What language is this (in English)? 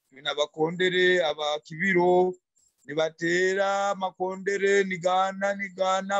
Nyoro